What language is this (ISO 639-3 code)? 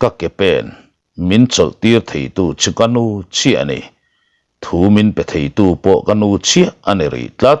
lus